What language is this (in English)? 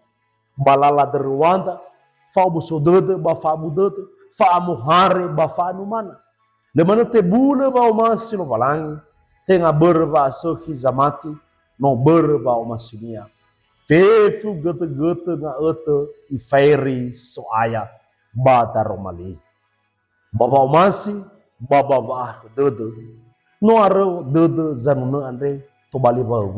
Nias